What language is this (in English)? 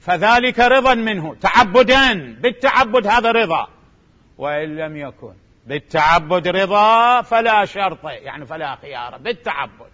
Mesopotamian Arabic